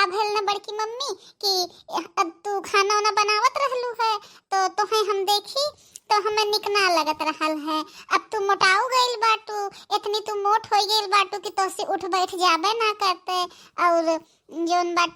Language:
Bhojpuri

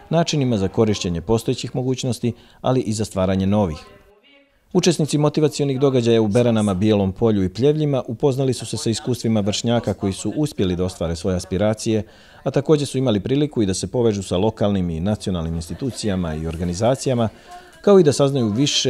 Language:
Bosnian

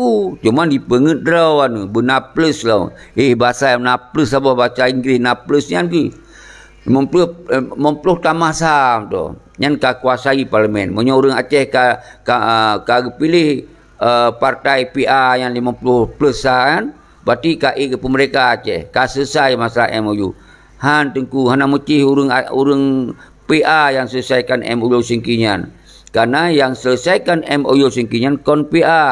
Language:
Achinese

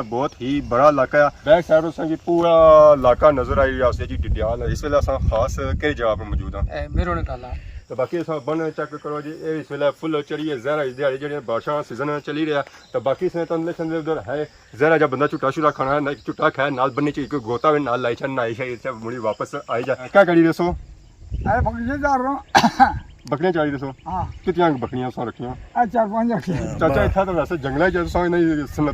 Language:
Pahari-Potwari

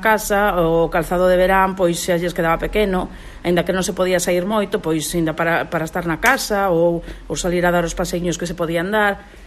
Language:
Galician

